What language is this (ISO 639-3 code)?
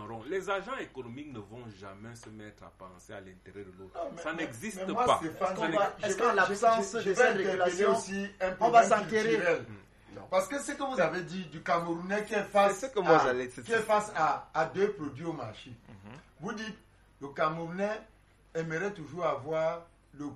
fra